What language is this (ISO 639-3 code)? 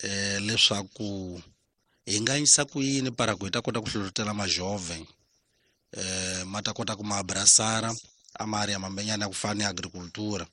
tso